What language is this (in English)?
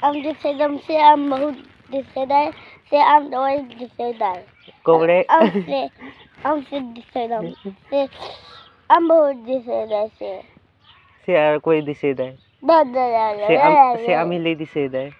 Santali